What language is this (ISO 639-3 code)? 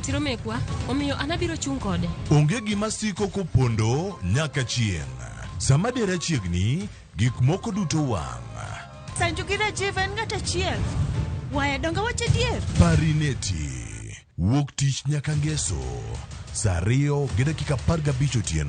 luo